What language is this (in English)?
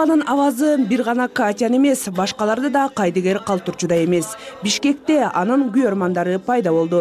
Kyrgyz